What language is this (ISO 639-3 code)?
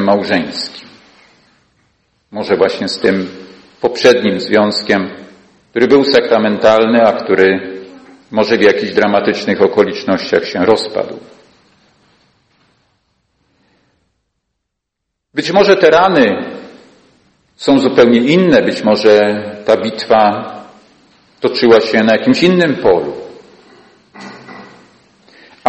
pol